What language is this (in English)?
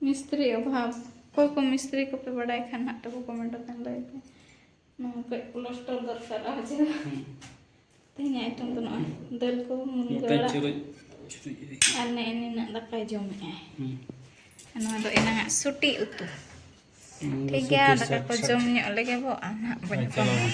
Santali